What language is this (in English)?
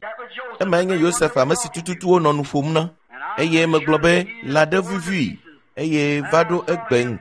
Ewe